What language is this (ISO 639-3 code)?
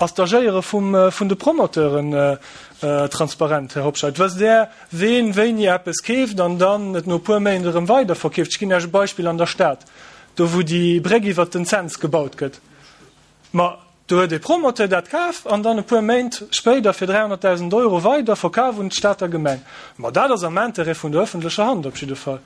ltz